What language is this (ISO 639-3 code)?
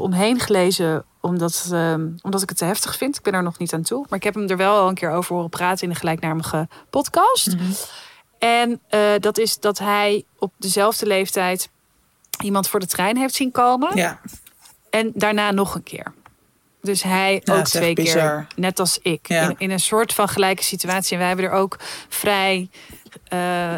nld